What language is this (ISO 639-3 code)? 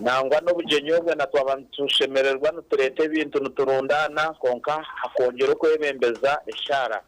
nyn